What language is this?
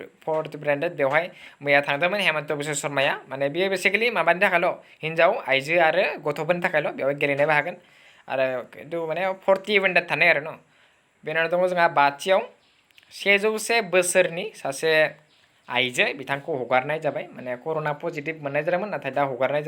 Bodo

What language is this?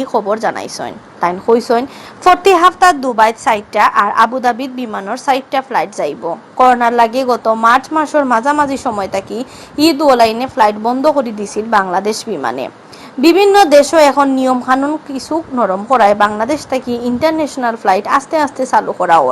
Sylheti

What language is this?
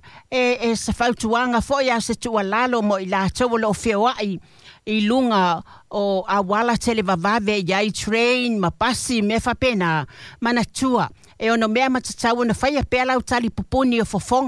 Samoan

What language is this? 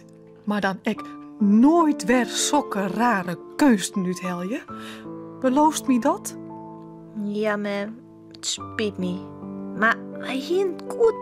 Western Frisian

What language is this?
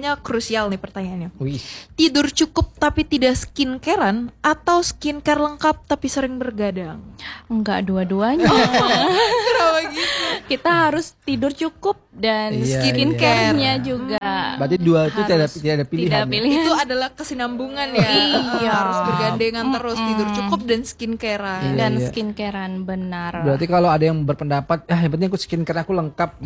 Indonesian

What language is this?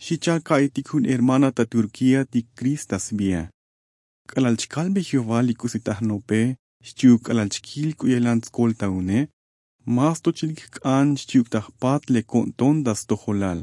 Tzotzil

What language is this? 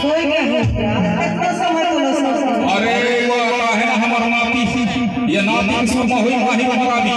Chhattisgarhi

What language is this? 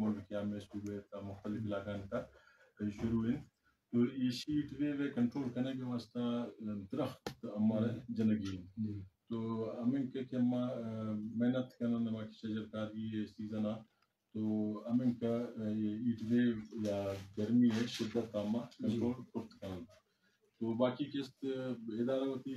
Eastern Balochi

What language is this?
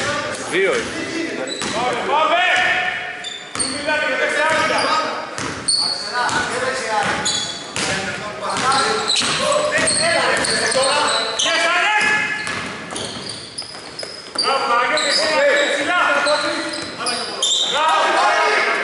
Greek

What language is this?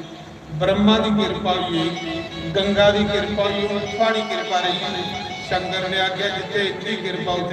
Dogri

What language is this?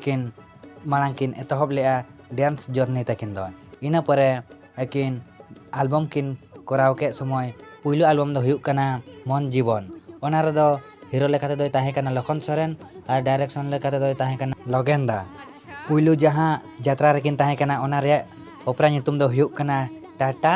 Santali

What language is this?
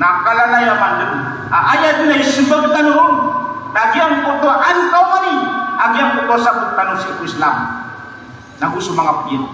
Maranao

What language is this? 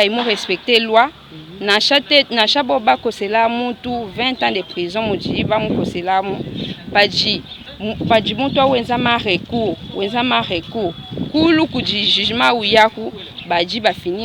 Luba-Lulua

